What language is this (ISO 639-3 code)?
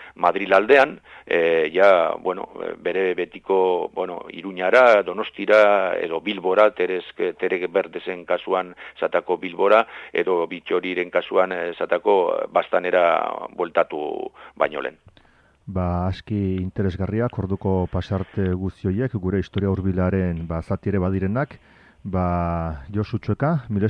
eus